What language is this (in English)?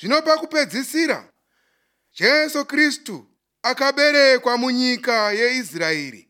Shona